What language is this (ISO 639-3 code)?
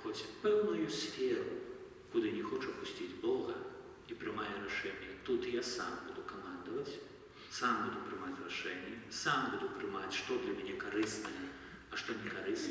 bel